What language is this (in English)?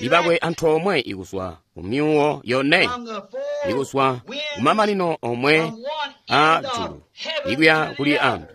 Tonga (Zambia)